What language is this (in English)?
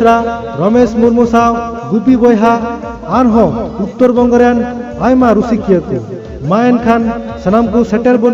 Santali